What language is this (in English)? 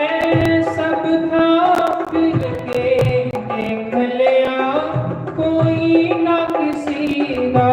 Dogri